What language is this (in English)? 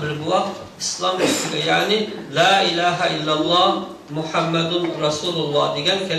Uyghur